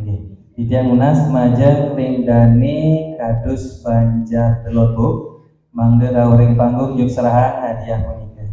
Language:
Balinese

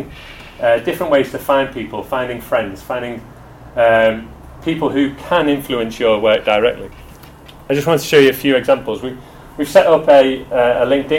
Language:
English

